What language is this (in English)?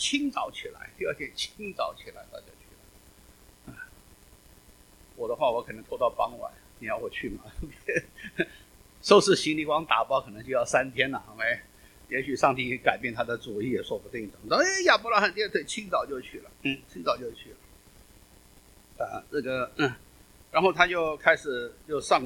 Chinese